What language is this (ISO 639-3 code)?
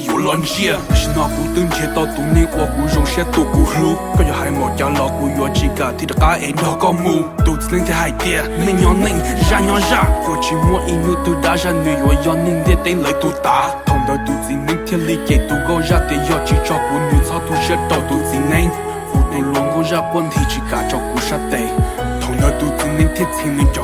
hmn